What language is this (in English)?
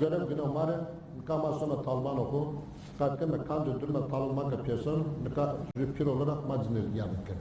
Zaza